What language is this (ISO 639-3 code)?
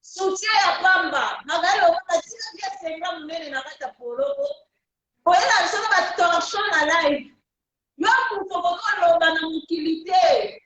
lin